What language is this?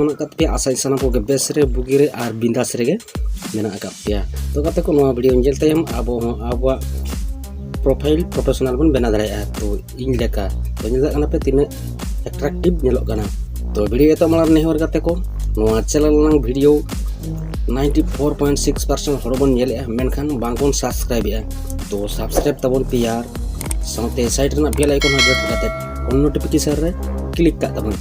Santali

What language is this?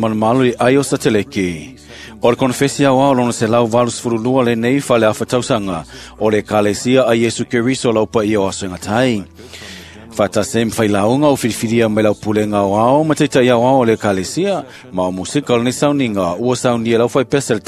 Samoan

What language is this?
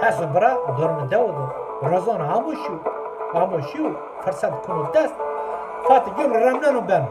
Zaza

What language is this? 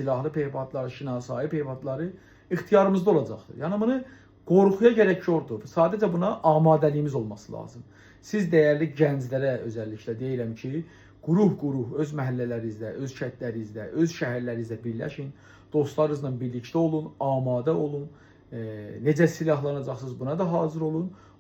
South Azerbaijani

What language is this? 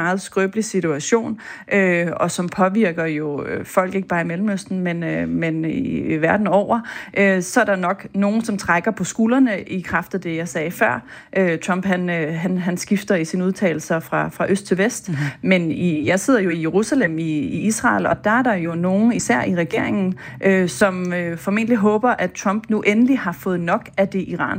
Danish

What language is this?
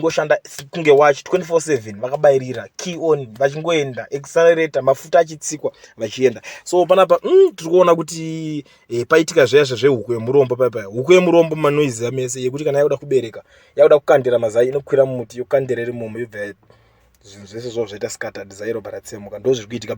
Shona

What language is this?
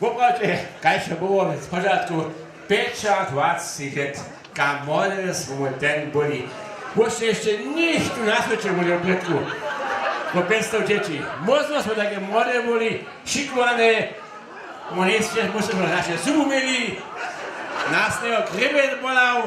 Upper Sorbian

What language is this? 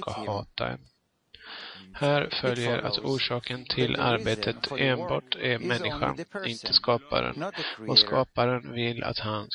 Swedish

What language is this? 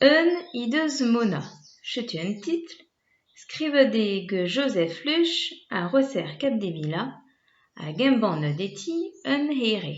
Breton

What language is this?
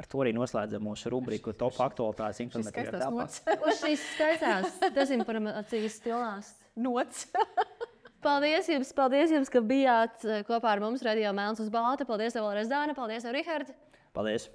Latvian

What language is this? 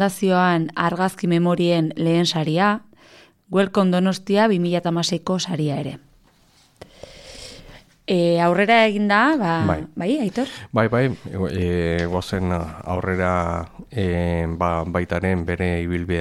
Basque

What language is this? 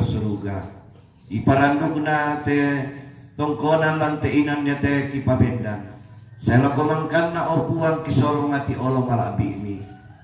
Toraja-Sa'dan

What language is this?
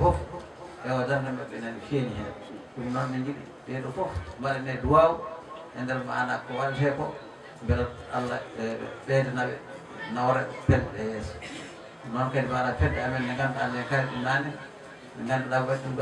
Fula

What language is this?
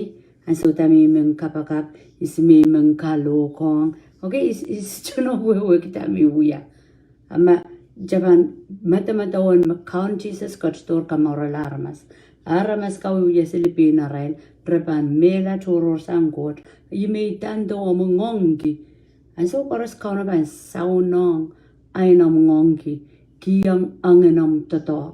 Pohnpeian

